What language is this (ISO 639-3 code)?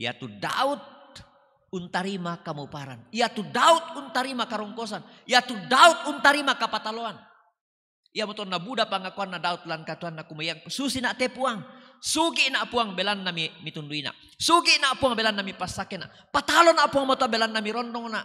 sda